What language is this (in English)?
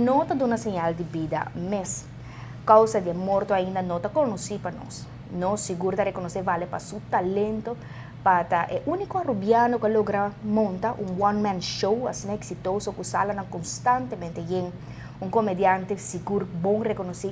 Papiamento